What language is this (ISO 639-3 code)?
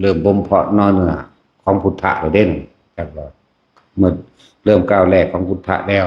lao